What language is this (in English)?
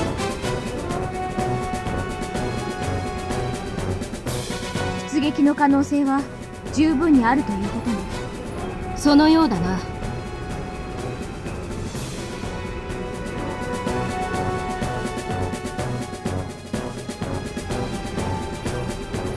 Japanese